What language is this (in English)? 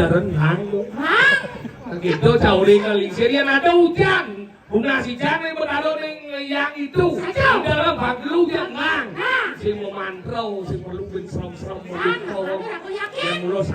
Balinese